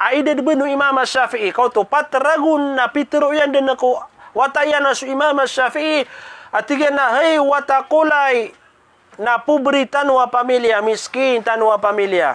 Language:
Maranao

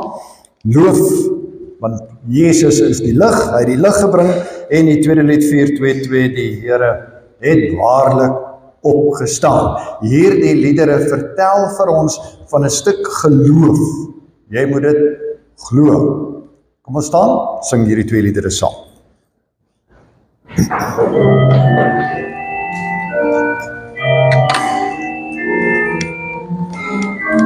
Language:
Afrikaans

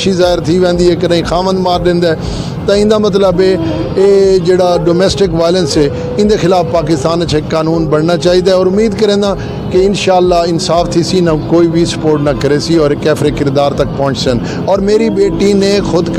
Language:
Saraiki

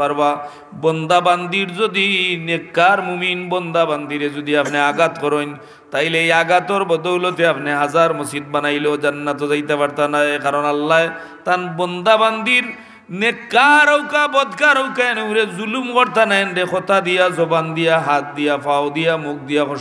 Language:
Sylheti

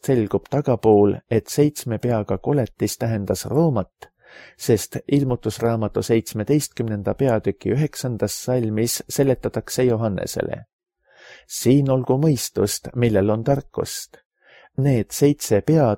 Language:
Estonian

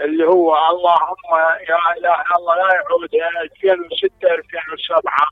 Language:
Mesopotamian Arabic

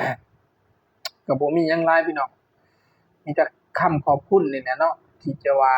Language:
Lao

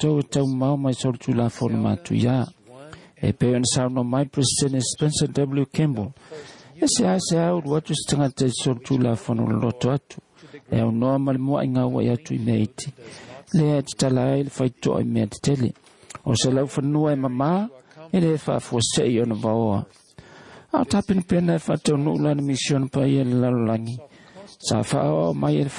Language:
Samoan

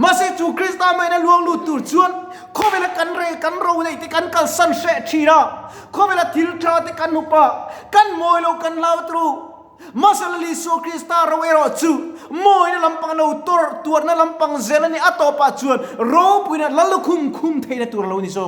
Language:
Mizo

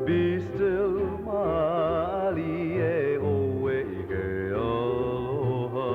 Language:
Hawaiian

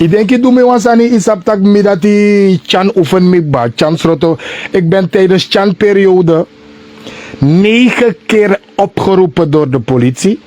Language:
Sranan Tongo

